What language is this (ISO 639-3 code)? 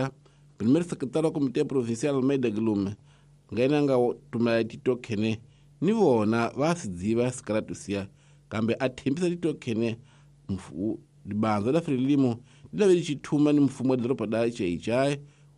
tso